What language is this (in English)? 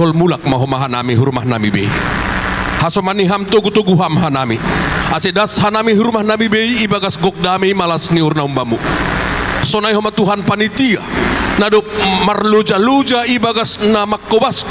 Batak Simalungun